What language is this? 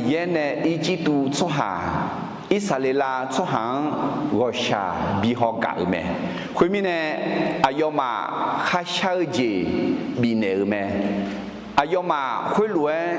Akha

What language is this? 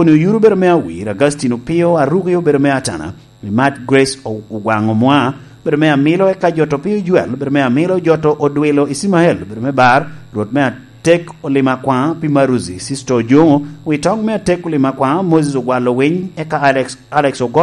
Lango (Uganda)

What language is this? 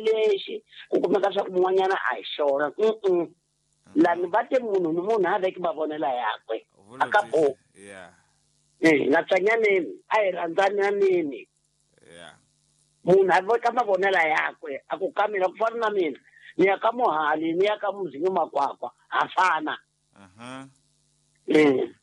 Tsonga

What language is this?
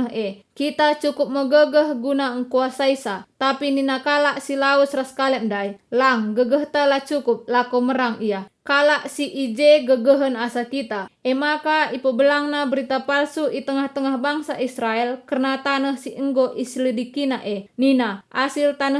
Batak Karo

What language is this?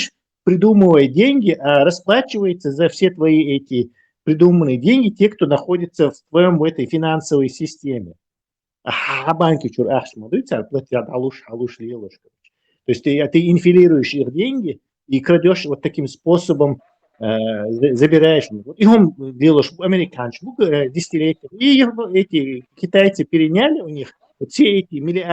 Chechen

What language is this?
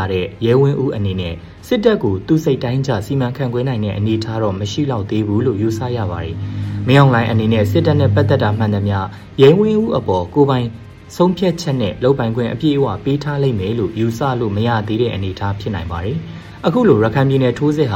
Burmese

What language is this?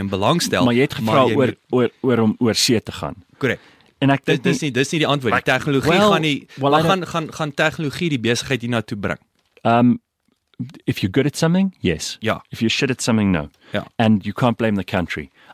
Afrikaans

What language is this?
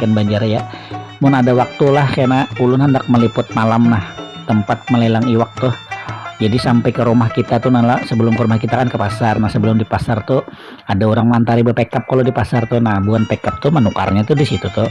Banjar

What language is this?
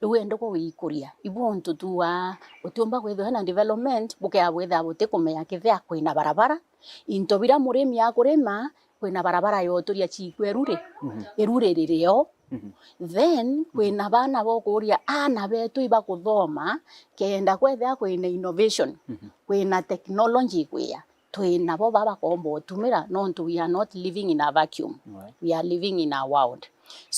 Meru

